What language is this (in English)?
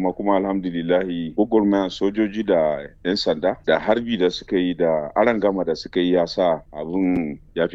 Hausa